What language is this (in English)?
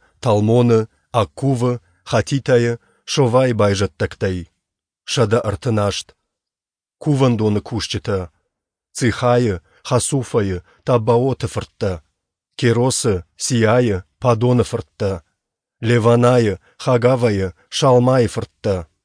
Ossetic